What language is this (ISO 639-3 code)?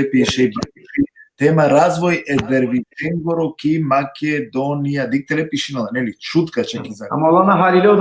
rmn